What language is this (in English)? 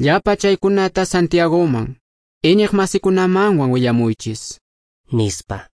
Quechua